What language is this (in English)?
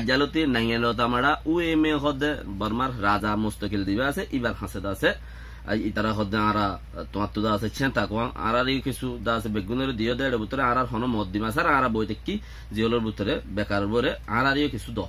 Rohingya